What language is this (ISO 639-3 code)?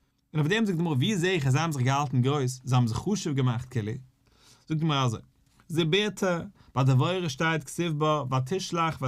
yid